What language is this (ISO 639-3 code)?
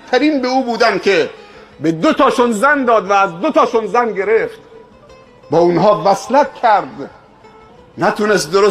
fas